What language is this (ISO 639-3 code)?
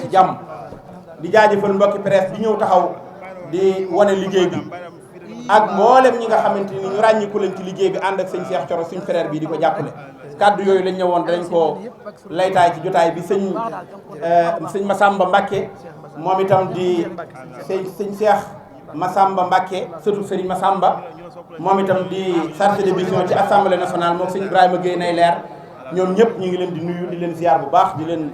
wol